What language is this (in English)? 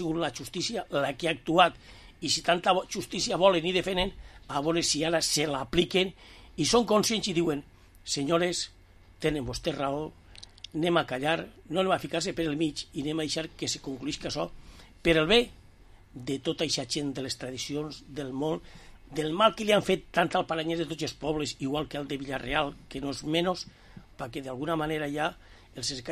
Catalan